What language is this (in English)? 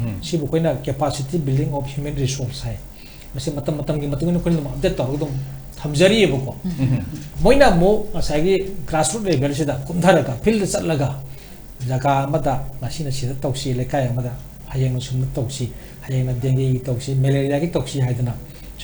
Manipuri